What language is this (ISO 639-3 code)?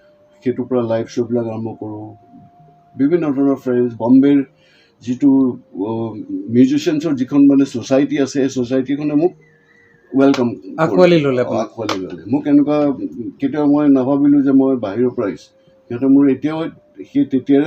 asm